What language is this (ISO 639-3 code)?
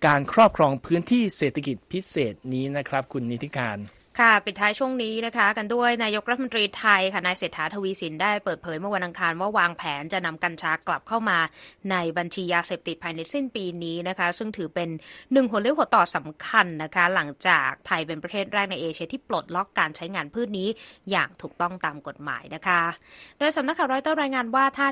tha